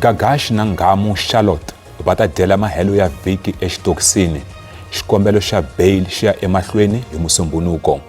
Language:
Tsonga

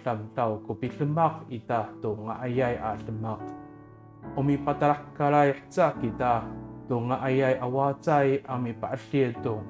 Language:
Amis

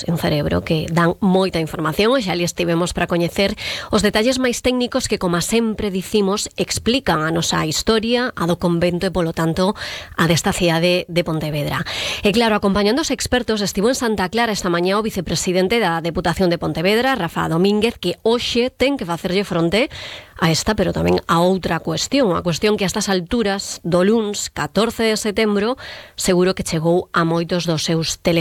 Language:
Galician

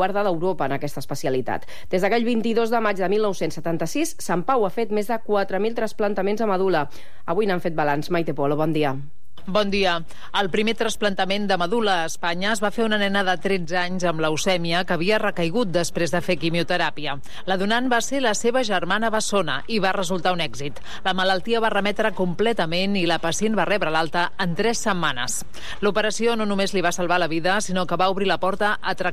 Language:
Catalan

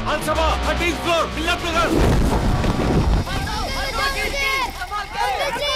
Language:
Hindi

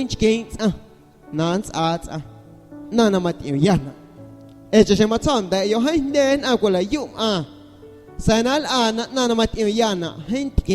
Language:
Guerrero Amuzgo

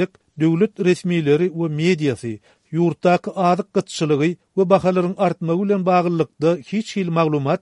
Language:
Turkmen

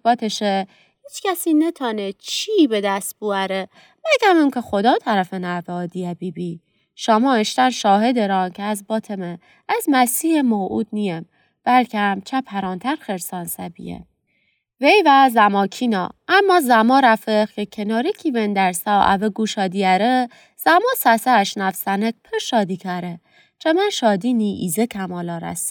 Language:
Gilaki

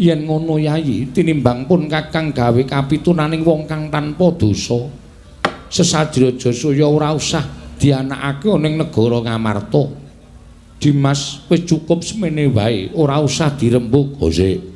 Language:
Javanese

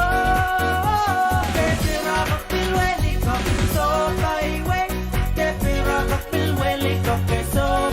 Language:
Pohnpeian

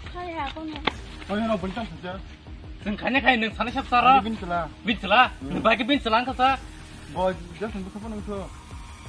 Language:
Kok Borok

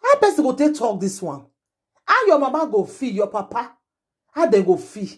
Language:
Nigerian Pidgin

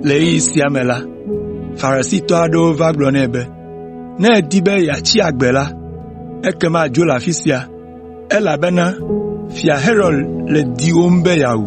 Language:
Ewe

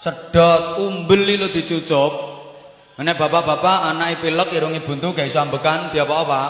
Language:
Javanese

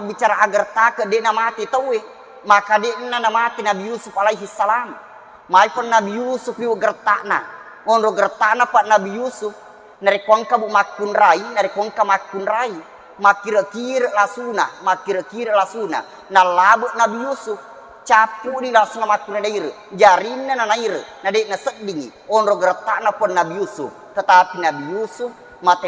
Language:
Buginese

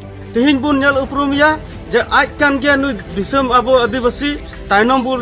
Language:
Santali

